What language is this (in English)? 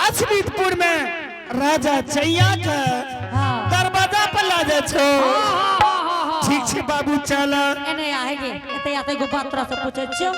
Angika